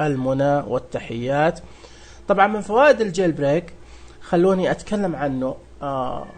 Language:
Najdi Arabic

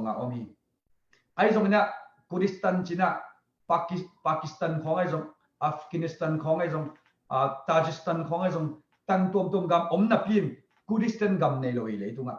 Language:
Tedim Chin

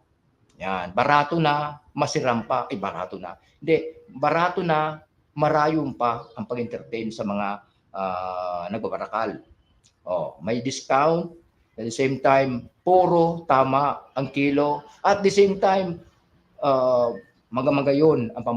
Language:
Bikol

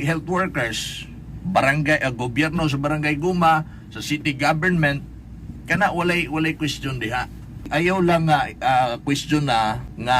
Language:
Cebuano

